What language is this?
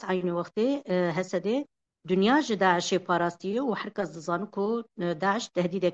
Kurdish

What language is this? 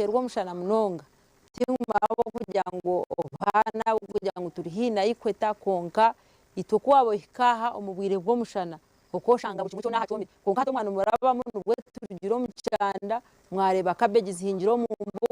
Nyankole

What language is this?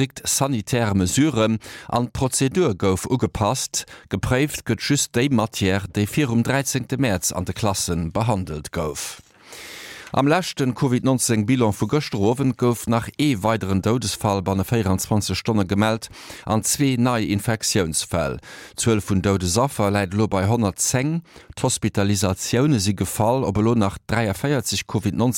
Luxembourgish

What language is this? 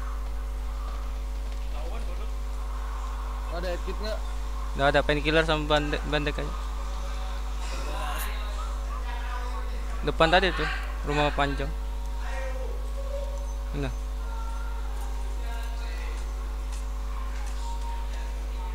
Indonesian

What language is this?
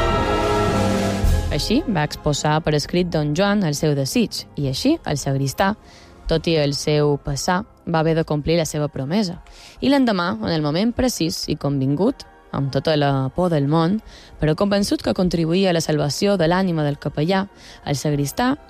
Catalan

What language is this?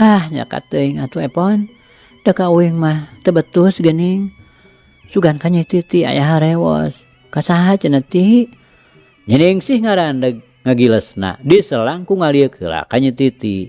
Sundanese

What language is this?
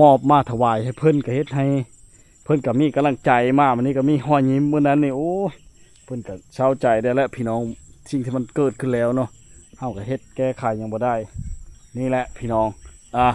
Lao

